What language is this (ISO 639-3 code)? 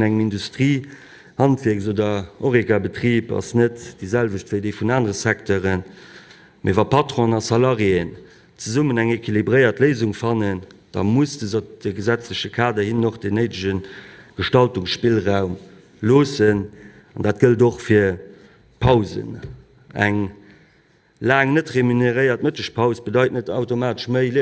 ltz